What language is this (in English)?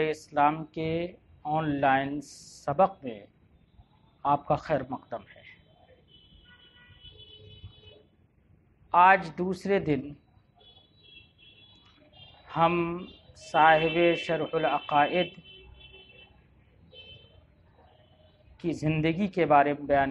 Urdu